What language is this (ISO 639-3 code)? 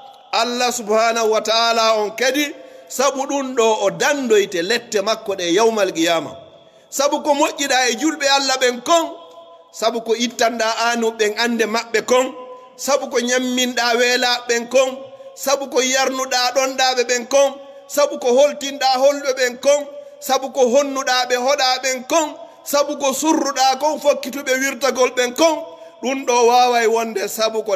fuf